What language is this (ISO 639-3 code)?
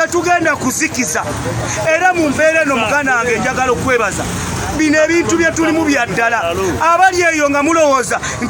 lug